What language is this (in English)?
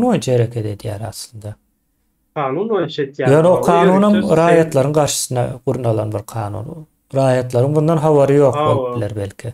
Turkmen